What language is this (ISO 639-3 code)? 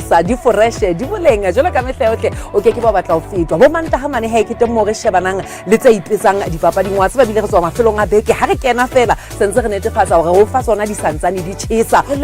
sot